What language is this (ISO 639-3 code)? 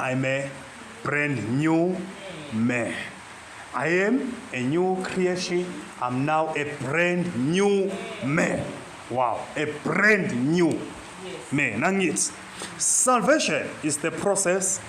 zul